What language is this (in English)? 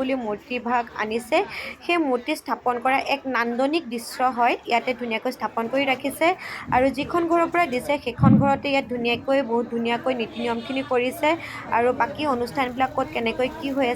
Assamese